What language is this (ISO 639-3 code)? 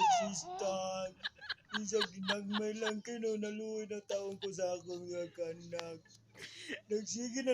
ceb